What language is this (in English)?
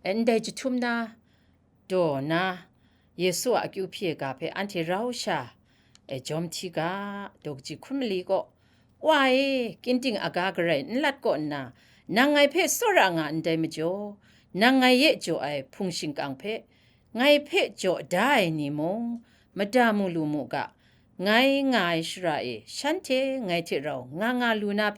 Kachin